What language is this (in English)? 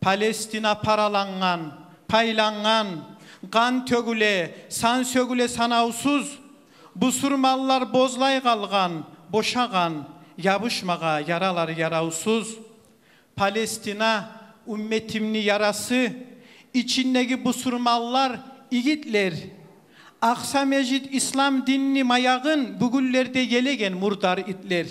Kumyk